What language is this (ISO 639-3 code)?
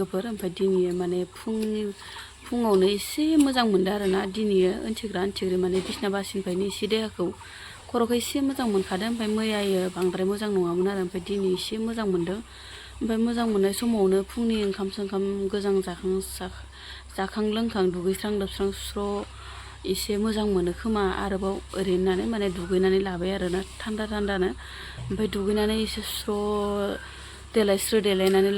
brx